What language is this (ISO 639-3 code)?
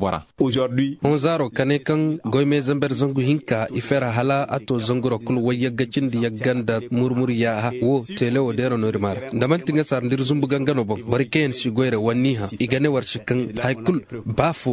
ses